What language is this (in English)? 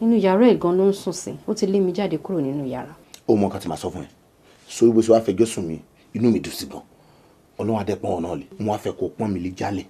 Yoruba